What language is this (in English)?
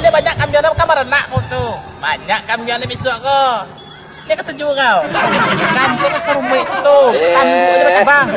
Minangkabau